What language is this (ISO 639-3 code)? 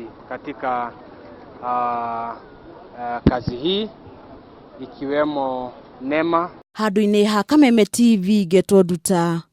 kik